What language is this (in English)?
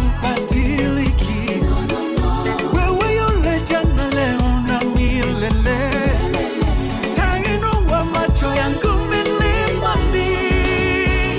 Swahili